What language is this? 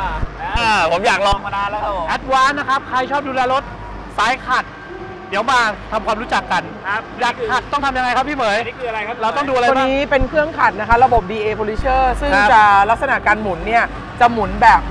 Thai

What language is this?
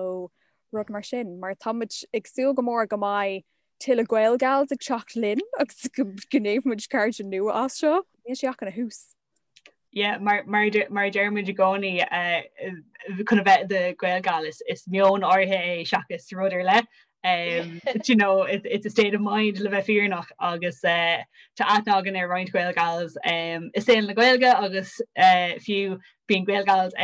Irish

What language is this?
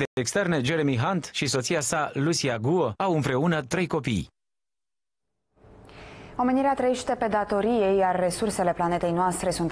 Romanian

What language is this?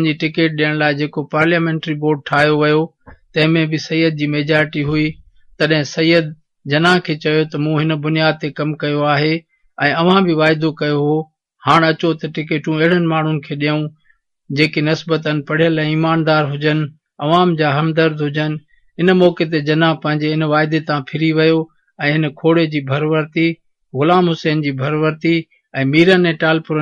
Sindhi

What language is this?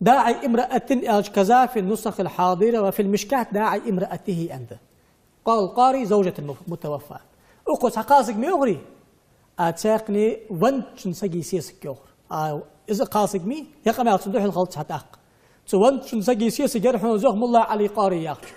Ingush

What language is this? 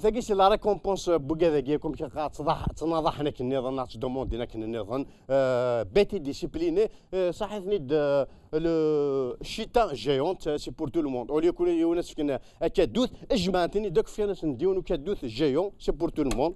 Kabyle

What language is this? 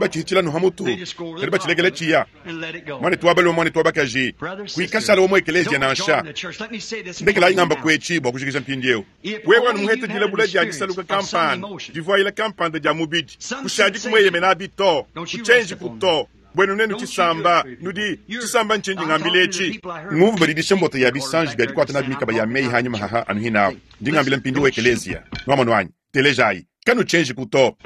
Luba-Lulua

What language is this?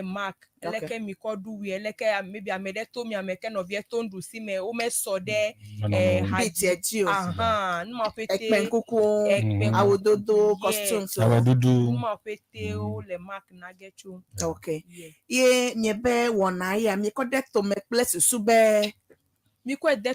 Ewe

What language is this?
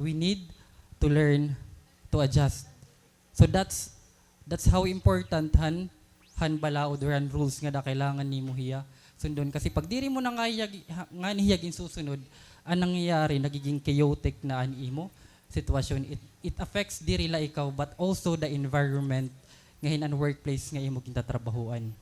Waray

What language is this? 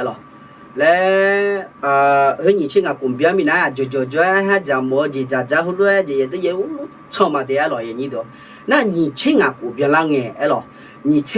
Akha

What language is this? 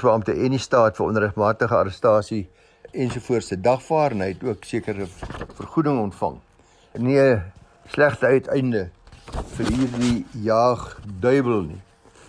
Afrikaans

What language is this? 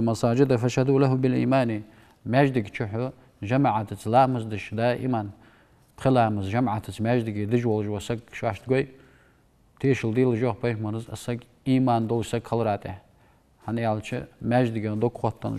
Ingush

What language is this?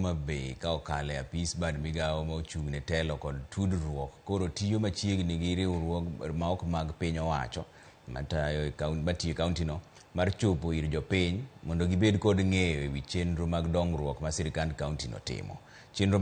Luo (Kenya and Tanzania)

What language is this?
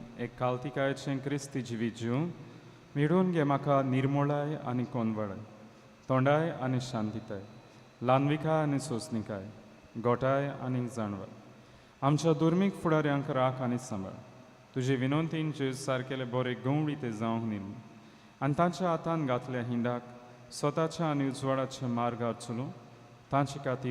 Konkani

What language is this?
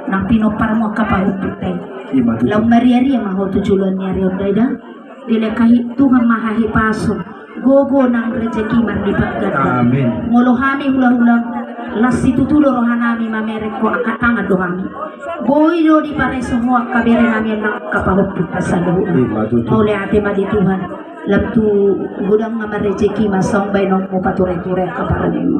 Batak Toba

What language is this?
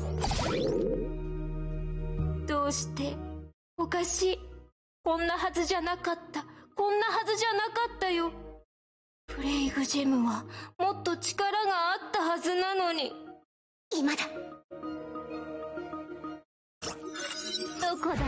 Japanese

